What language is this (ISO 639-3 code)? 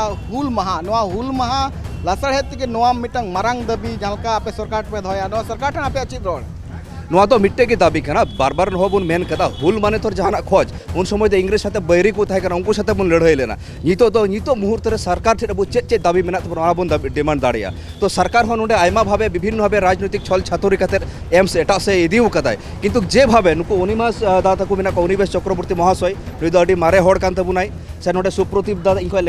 sat